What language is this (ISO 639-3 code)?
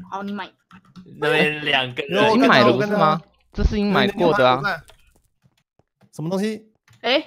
zho